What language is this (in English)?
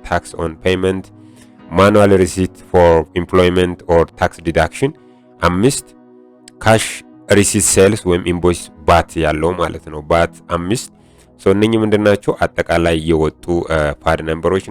Amharic